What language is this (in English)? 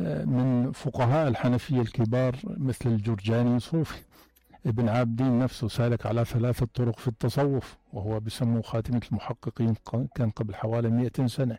North Levantine Arabic